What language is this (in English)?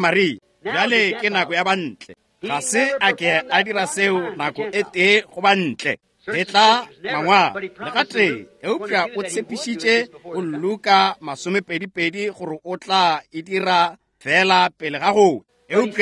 Northern Sotho